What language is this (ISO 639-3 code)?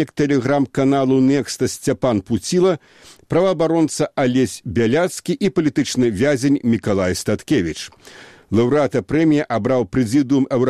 bel